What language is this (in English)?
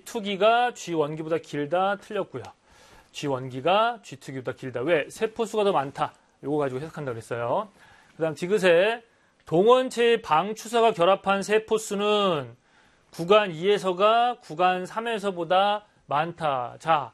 Korean